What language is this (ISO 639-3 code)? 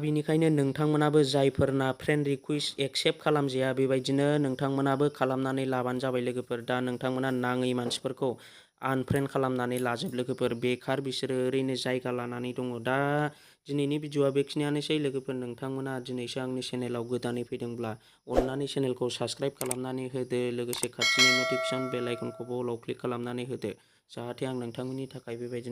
brx